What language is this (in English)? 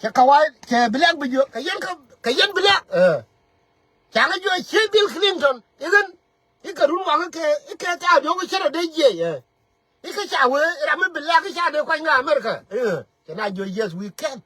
Nuer